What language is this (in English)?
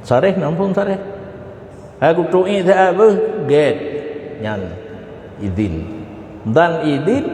Achinese